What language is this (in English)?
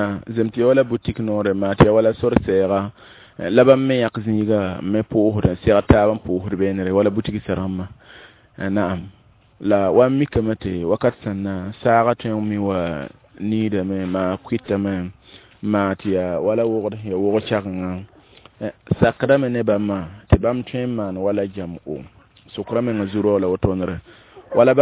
Mossi